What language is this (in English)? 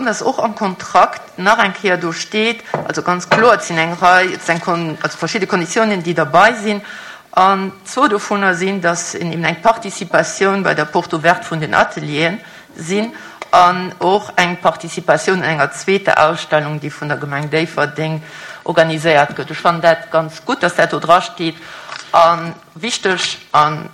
Luxembourgish